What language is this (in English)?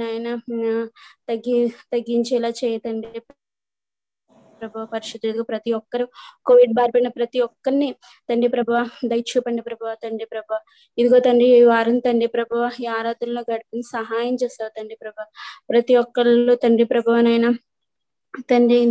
Telugu